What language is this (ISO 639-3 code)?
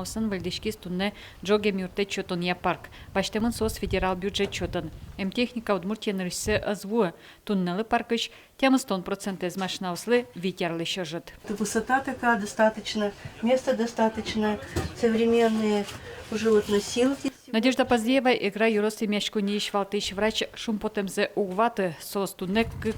udm